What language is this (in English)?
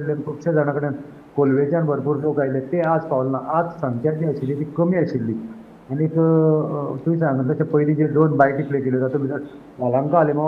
Konkani